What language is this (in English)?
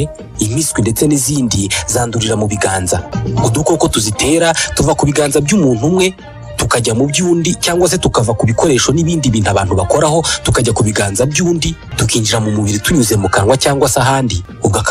Kinyarwanda